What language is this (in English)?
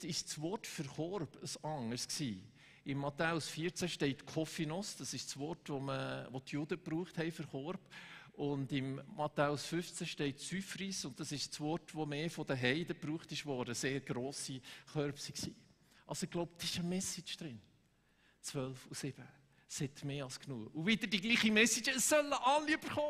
Swiss German